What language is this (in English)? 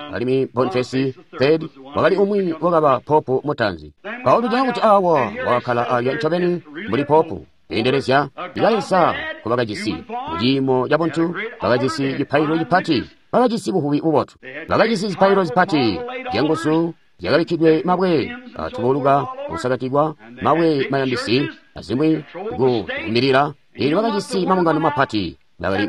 Tonga (Zambia)